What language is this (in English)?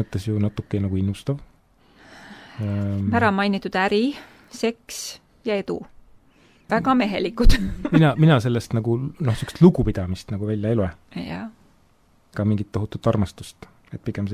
Estonian